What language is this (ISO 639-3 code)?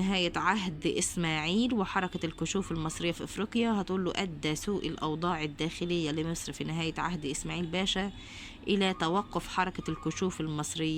arz